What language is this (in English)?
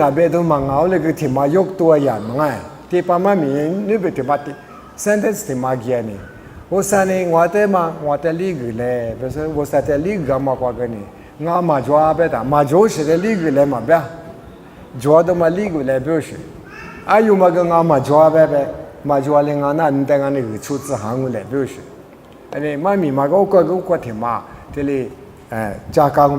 Lisu